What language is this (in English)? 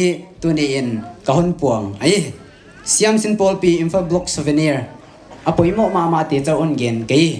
Paite Chin